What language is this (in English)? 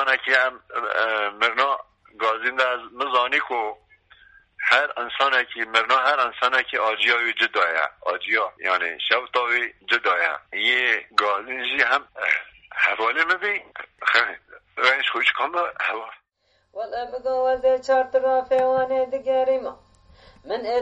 Kurdish